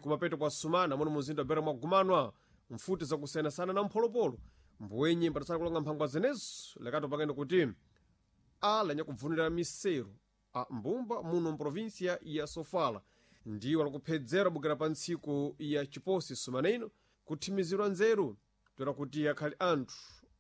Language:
Sena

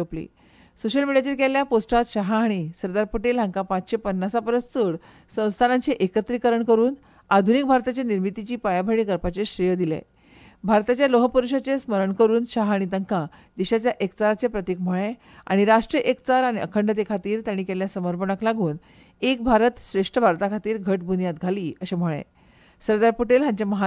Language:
Konkani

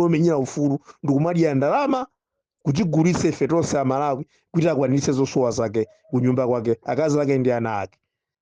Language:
Nyanja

